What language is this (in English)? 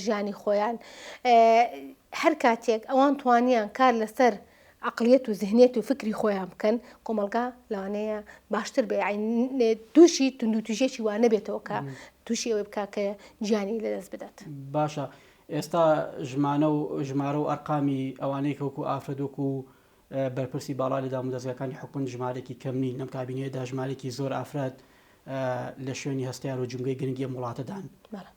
Central Kurdish